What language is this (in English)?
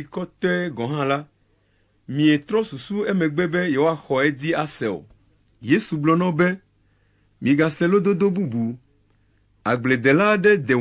Ewe